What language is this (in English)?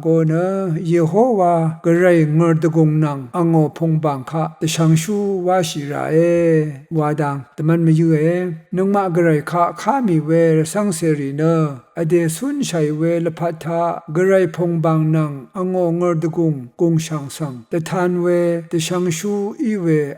Rawang